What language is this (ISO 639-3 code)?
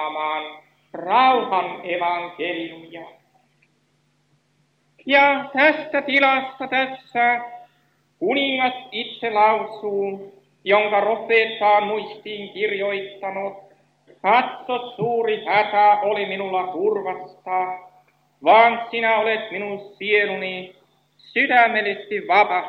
fin